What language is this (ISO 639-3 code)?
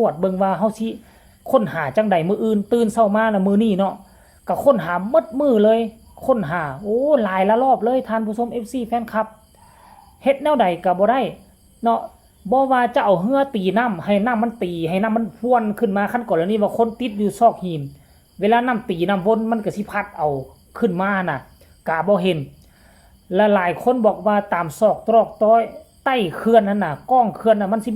lao